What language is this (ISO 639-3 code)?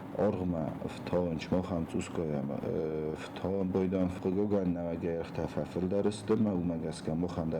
oss